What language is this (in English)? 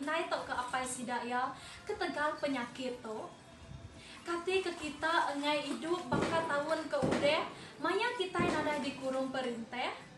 Iban